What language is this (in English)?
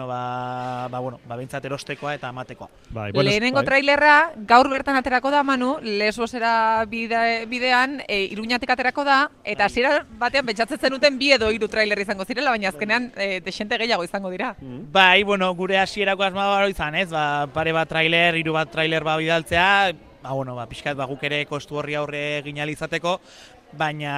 Basque